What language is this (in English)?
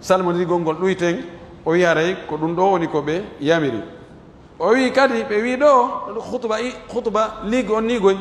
Pular